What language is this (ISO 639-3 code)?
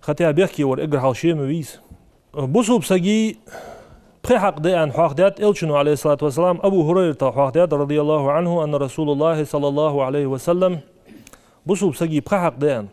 inh